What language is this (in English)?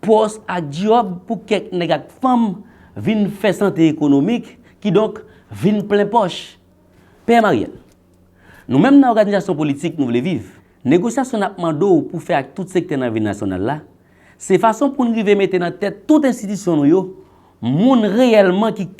Haitian Creole